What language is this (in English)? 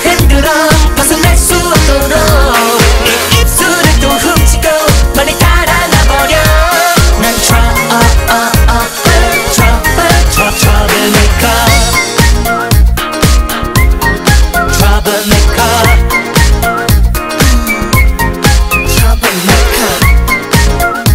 Korean